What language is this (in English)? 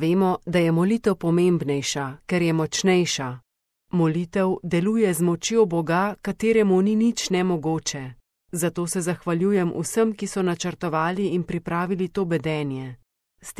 Slovenian